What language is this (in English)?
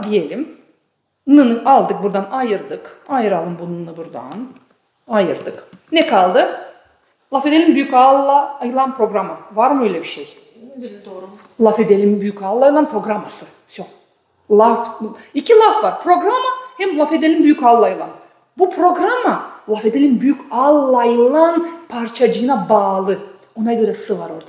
Gagauz